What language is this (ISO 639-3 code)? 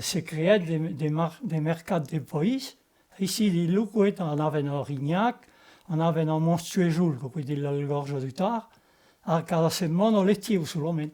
oci